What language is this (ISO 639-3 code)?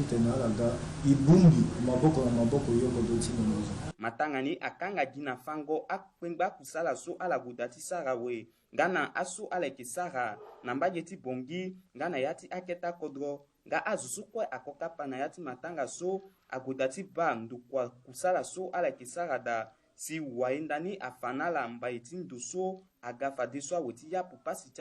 sag